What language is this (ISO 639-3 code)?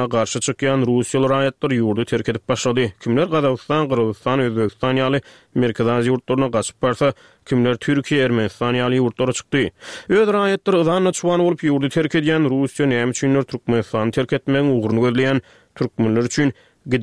tuk